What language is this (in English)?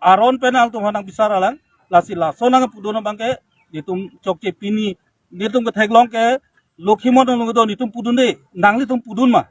Karbi